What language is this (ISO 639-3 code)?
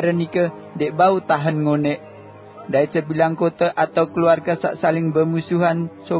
sas